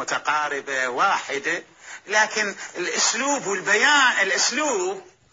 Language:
Mesopotamian Arabic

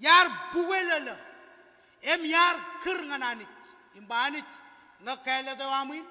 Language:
Marshallese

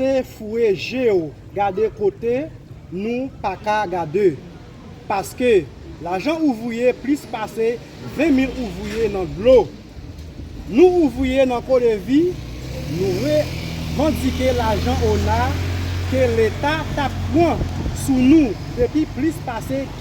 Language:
Haitian Creole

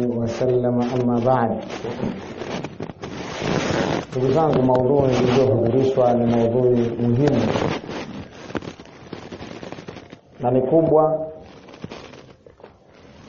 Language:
Swahili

